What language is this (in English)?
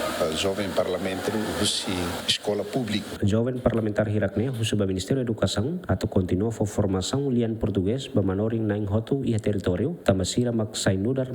Tetum